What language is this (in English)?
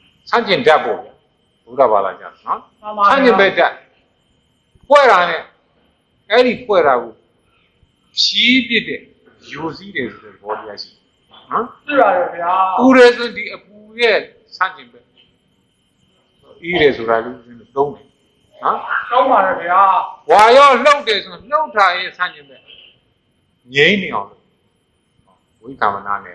Burmese